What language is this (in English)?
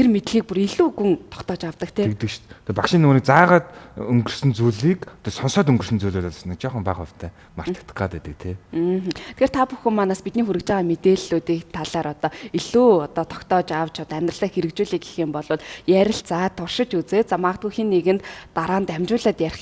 Mongolian